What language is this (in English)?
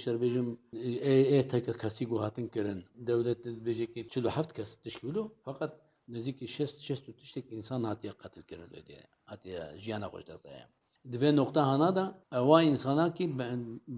Kurdish